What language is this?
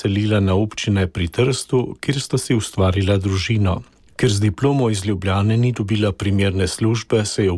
Slovenian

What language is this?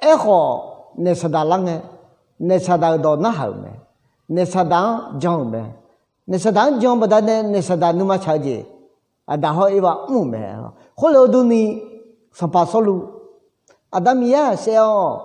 Akha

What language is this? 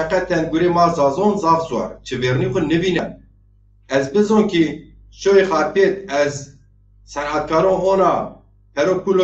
Zaza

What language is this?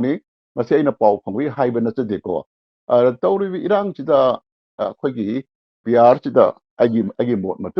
Manipuri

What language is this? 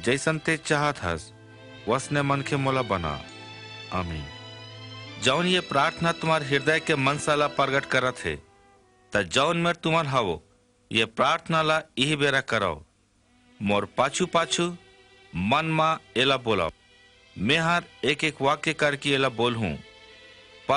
Chhattisgarhi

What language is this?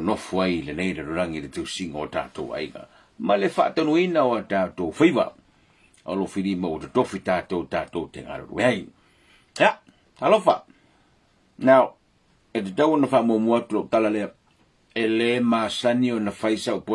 Samoan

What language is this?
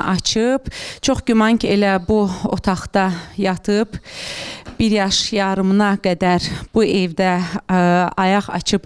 Azerbaijani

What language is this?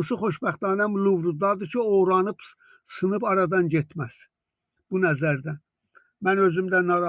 South Azerbaijani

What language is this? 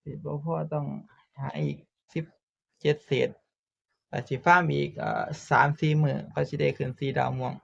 Northeastern Thai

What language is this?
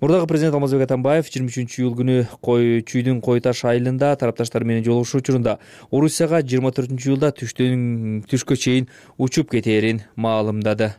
Kyrgyz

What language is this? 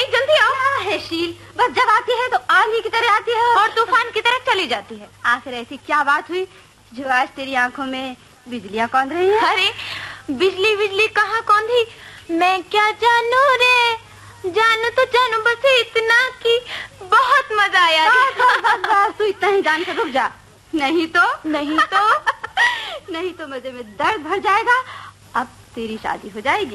Hindi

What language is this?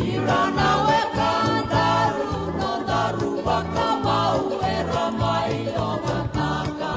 Fijian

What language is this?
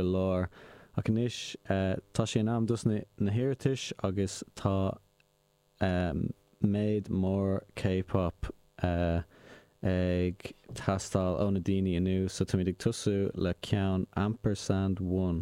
Irish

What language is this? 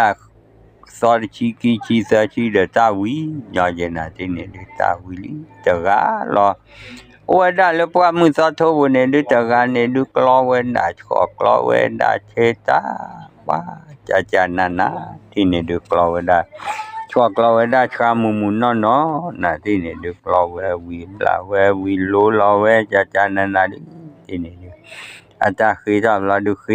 S'gaw Karen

